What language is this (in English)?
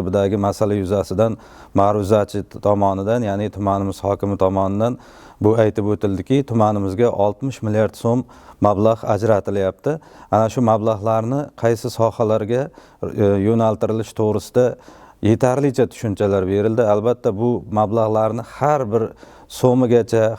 Uzbek